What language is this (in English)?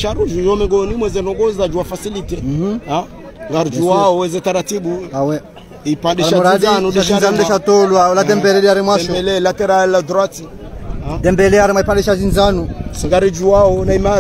Swahili